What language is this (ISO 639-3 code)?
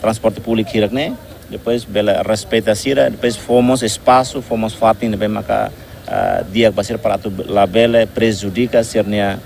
tet